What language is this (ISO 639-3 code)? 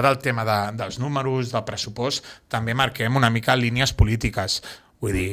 cat